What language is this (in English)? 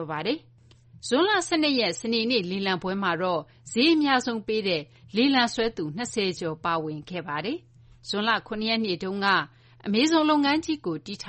Burmese